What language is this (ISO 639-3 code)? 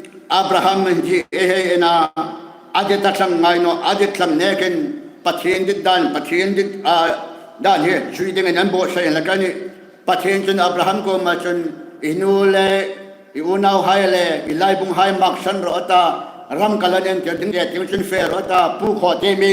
hmr